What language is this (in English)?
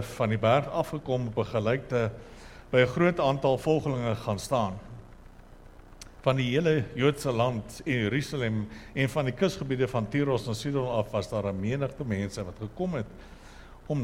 Afrikaans